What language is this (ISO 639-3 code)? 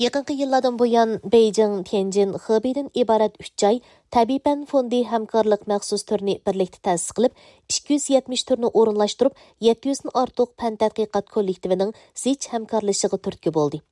uig